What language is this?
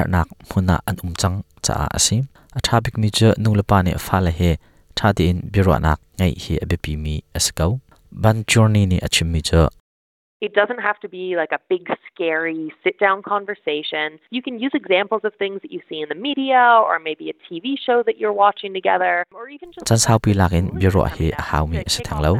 Hakha Chin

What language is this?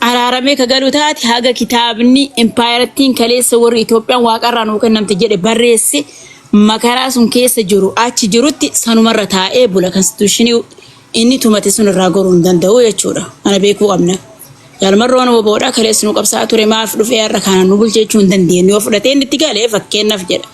Oromo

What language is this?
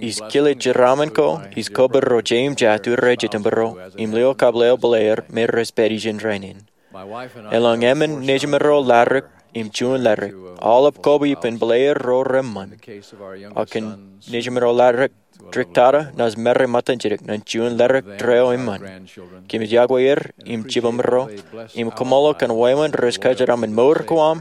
Marshallese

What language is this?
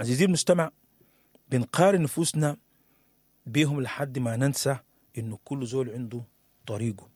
Sudanese Arabic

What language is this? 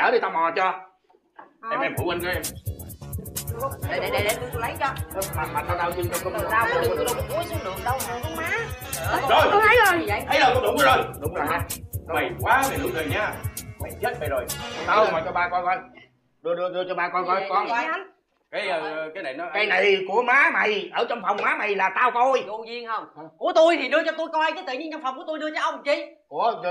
Vietnamese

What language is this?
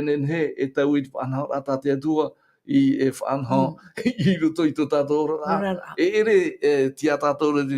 Tahitian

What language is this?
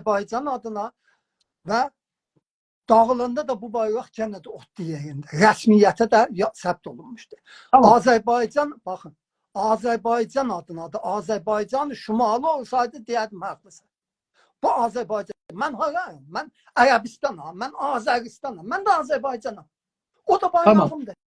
South Azerbaijani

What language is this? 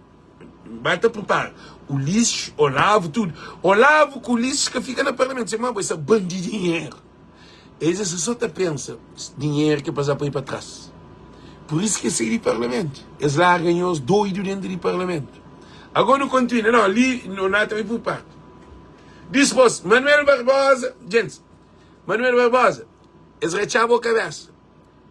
Kabuverdianu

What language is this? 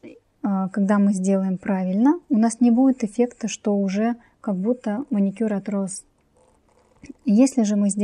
Russian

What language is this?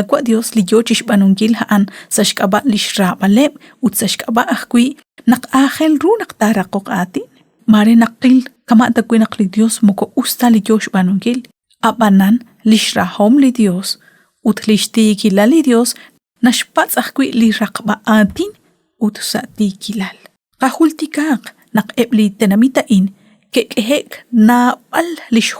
Kekchí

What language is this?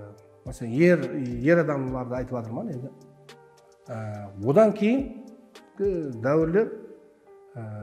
Kara-Kalpak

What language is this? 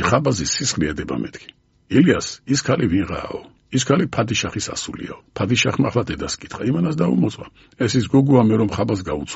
Georgian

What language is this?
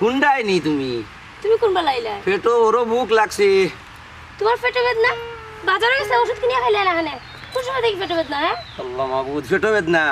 Sylheti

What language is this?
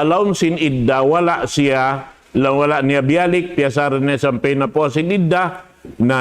Tausug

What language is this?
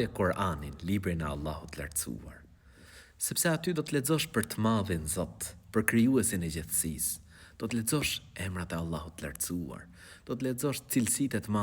Albanian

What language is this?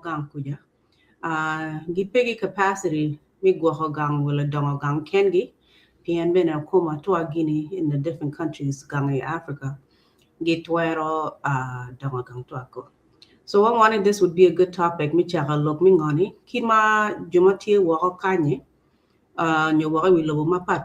Acoli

